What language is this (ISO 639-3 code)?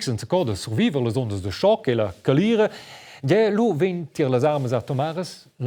roh